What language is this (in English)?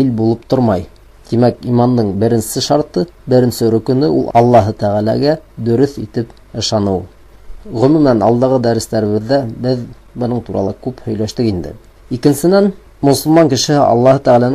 Bashkir